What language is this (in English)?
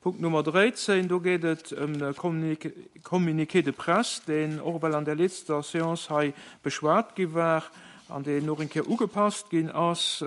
Luxembourgish